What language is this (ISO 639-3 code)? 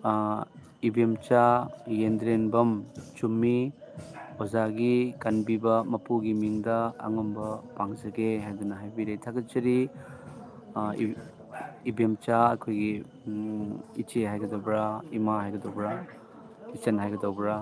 mni